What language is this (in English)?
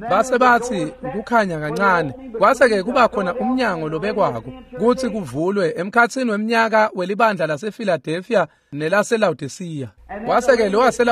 Swati